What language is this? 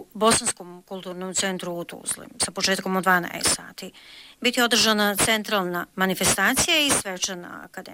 Bosnian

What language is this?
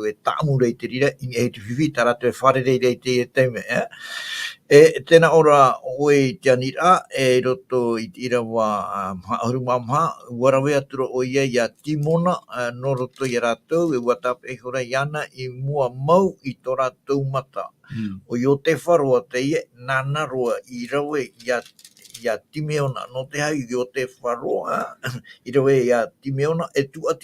Tahitian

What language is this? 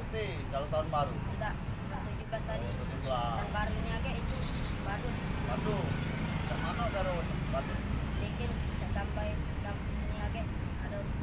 Musi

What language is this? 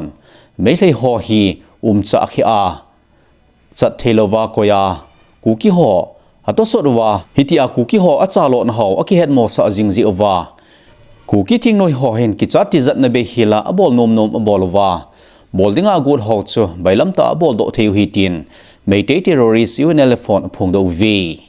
Thado Chin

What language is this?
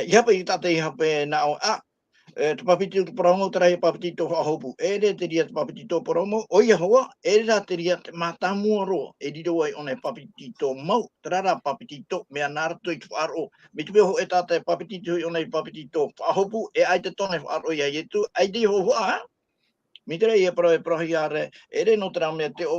Tahitian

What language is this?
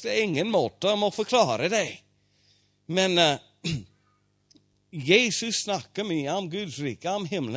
Norwegian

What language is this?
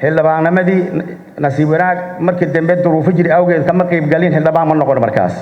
Somali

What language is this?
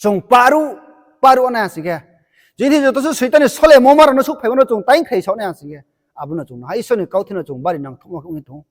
Riang (India)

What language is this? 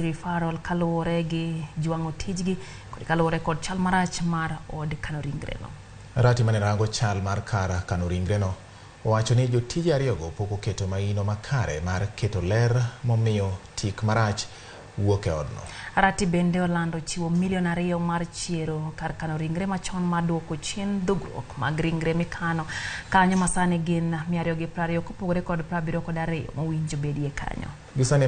Luo (Kenya and Tanzania)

